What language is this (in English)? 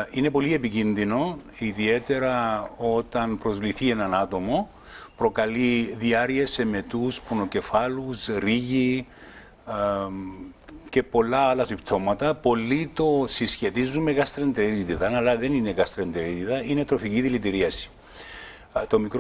Greek